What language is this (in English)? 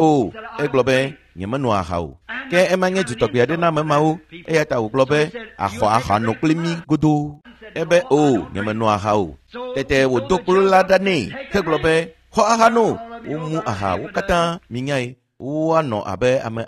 Ewe